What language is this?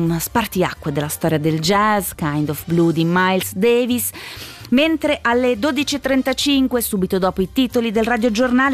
Italian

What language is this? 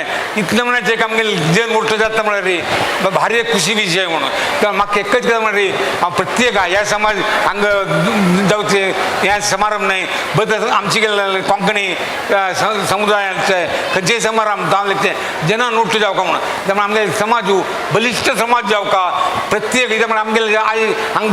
Konkani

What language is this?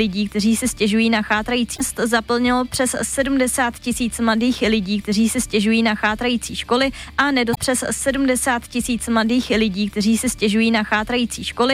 Czech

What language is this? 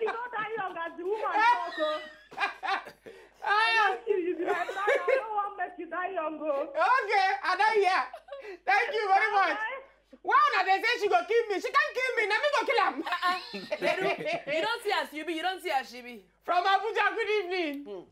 Nigerian Pidgin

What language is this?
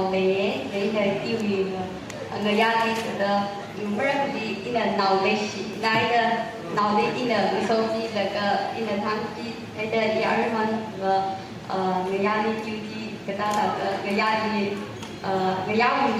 Tangkhul Naga (India)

